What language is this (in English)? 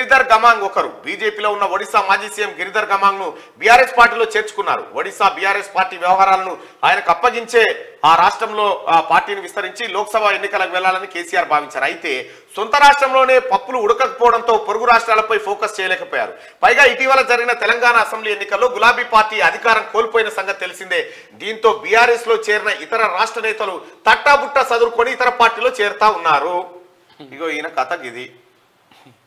Telugu